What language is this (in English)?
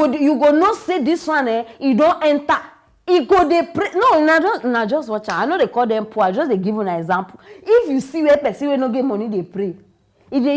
Nigerian Pidgin